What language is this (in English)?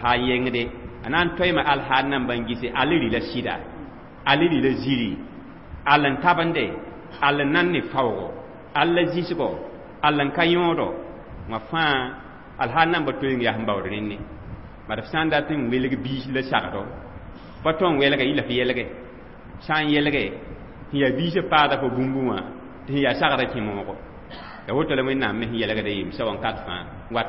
Mossi